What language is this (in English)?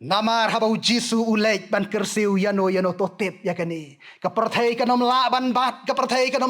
Khasi